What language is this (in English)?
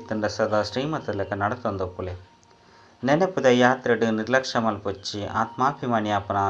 Tulu